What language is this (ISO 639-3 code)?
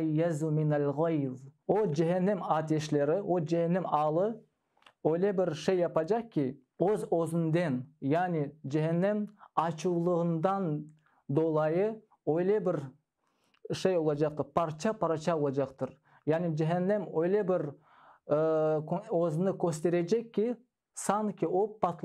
crh